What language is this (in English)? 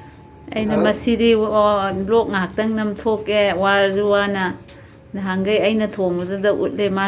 Manipuri